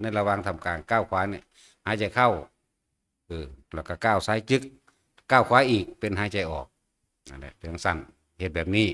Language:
Northeastern Thai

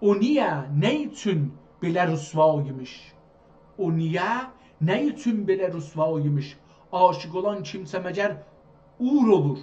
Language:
South Azerbaijani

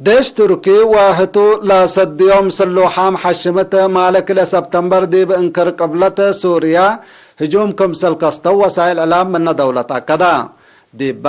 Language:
Tigre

